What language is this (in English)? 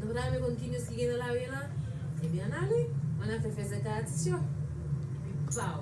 Haitian Creole